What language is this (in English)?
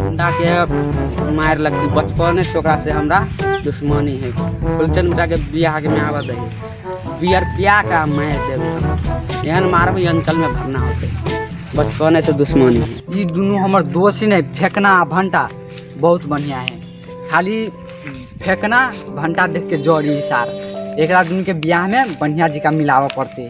Maithili